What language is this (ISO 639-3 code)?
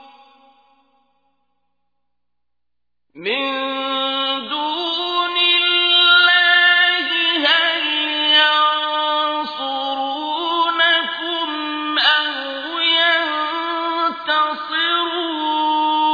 ara